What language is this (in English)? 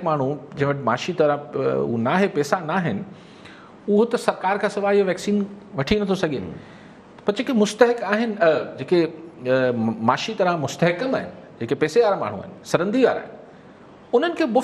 Sindhi